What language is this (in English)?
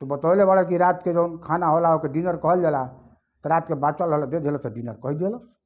Bhojpuri